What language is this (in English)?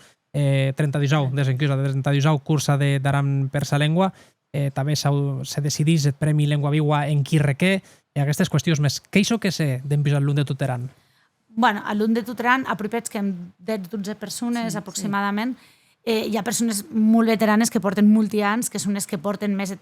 Occitan